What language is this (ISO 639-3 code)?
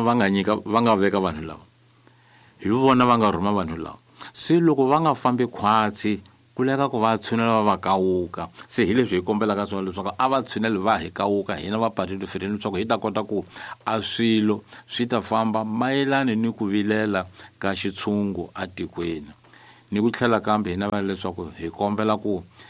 tso